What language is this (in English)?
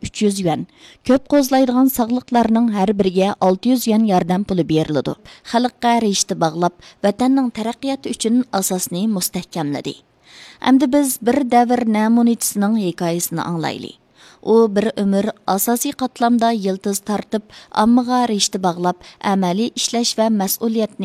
Uyghur